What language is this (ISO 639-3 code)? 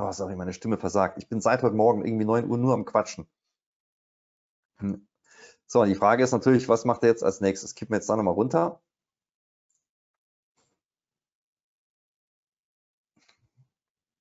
deu